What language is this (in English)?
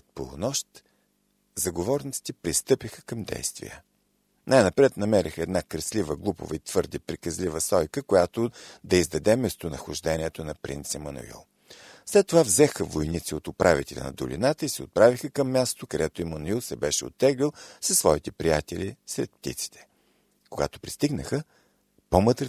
Bulgarian